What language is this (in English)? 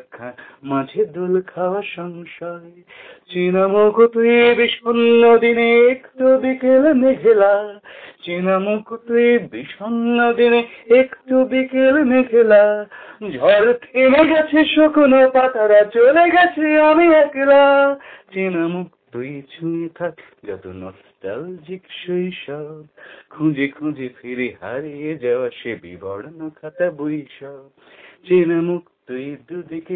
Bangla